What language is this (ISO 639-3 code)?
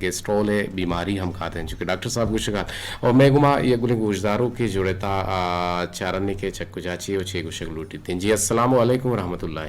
bgp